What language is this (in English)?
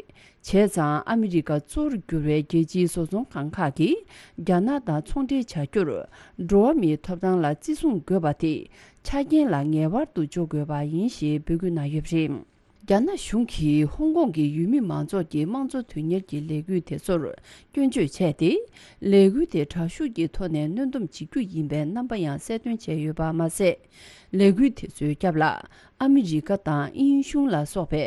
Tibetan